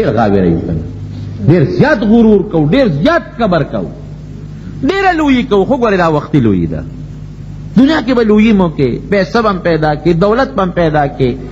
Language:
Pashto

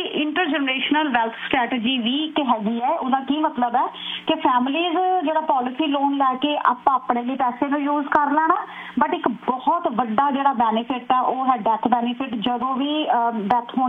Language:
Punjabi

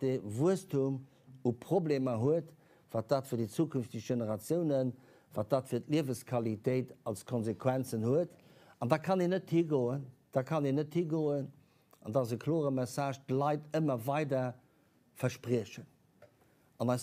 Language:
Luxembourgish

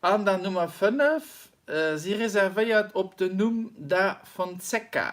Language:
Luxembourgish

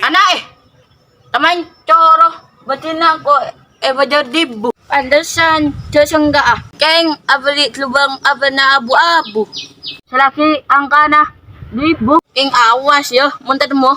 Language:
Madurese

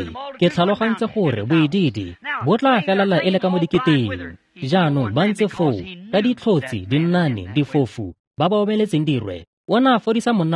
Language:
Tswana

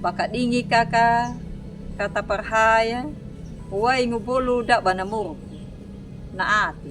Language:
Anakalangu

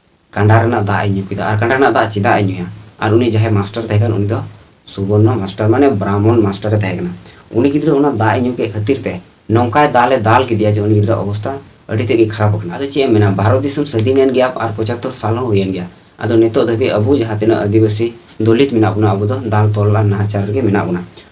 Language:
Santali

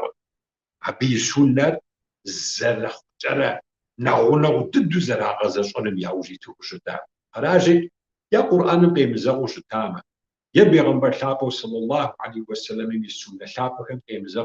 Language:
Kabardian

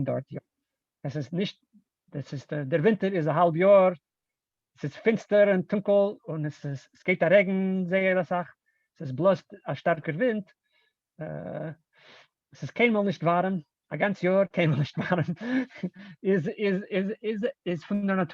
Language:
Yiddish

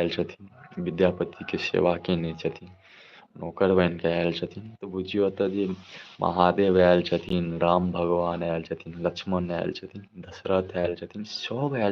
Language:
Maithili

